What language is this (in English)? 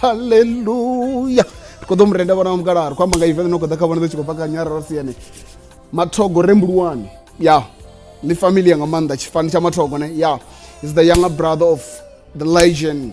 Venda